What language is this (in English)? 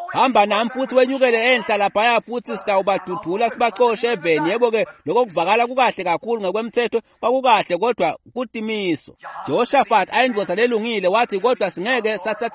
Swati